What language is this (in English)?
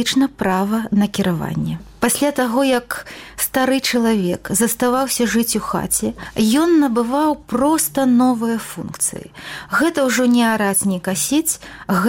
Belarusian